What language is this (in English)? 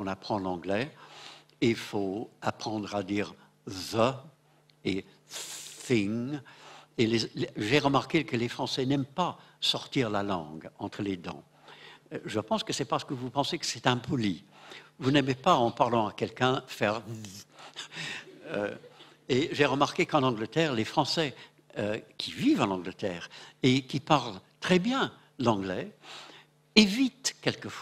French